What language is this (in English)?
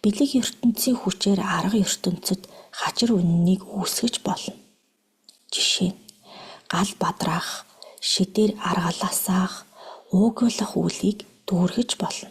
Mongolian